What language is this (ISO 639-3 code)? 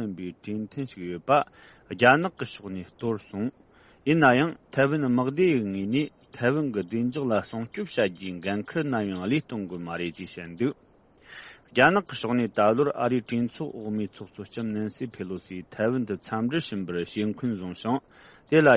bod